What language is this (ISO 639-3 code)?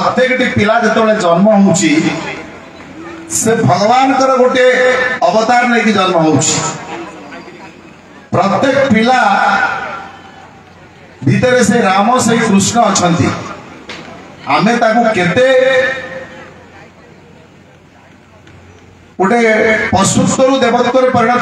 ori